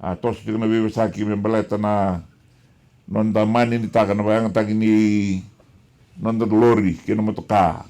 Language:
Fijian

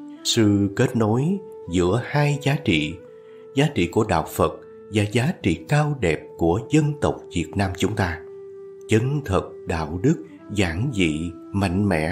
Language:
Vietnamese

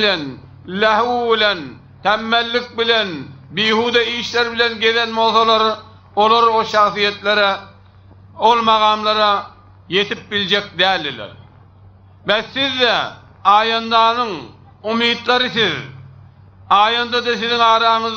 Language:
Turkmen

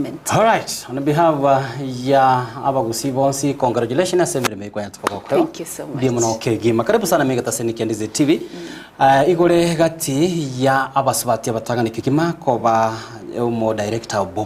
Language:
Gusii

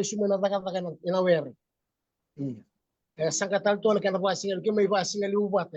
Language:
Fijian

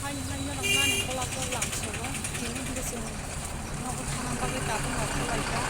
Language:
Kok Borok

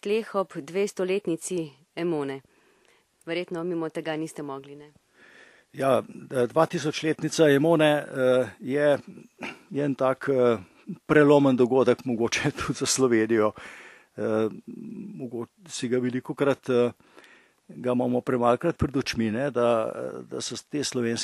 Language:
Slovenian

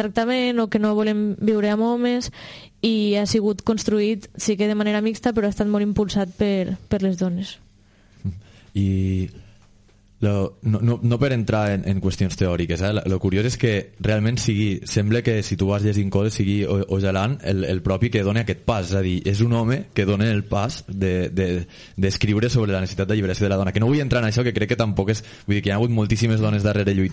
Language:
Catalan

